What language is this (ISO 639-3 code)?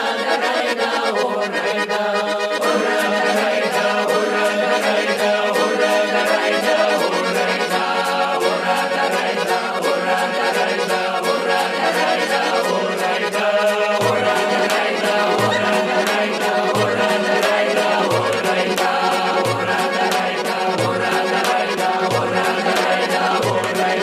rus